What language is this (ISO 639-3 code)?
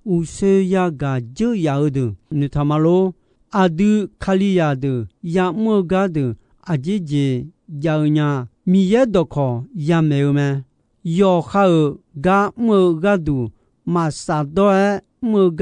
ahk